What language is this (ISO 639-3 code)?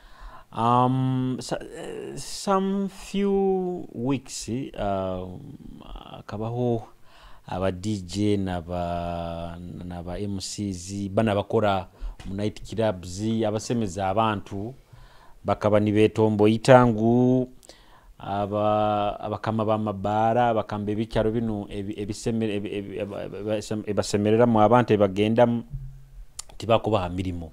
ttj